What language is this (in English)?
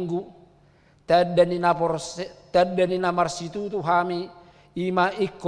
Batak Toba